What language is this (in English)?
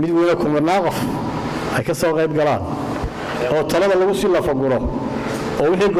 Somali